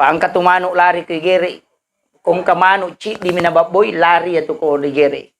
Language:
Buginese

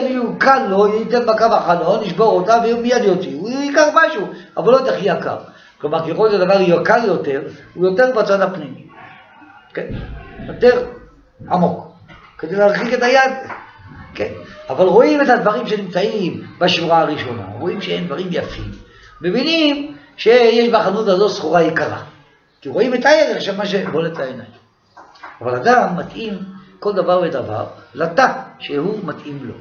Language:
Hebrew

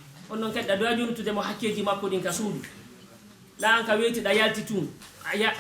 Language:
Fula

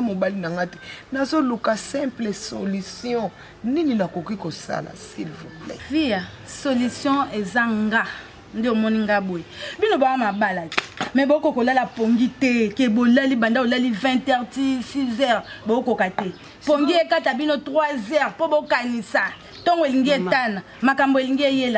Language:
Lingala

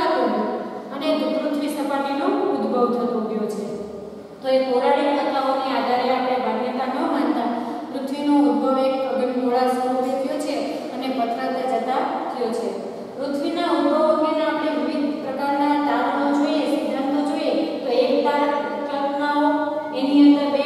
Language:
Gujarati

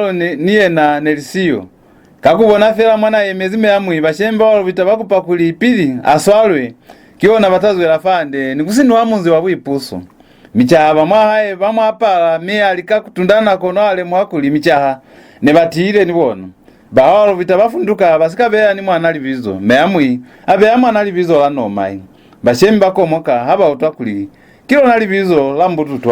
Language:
Lozi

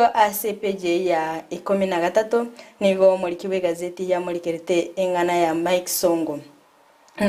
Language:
Gusii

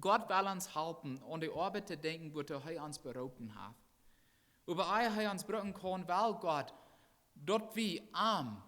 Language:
Plautdietsch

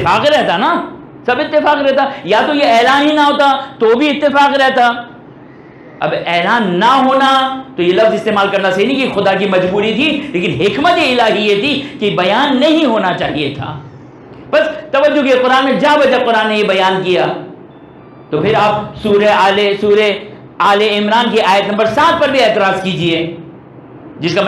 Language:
Urdu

